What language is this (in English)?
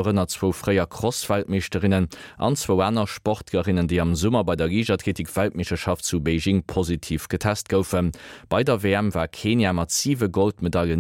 Luxembourgish